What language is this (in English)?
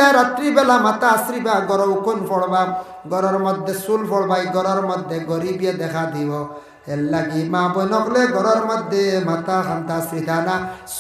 Sylheti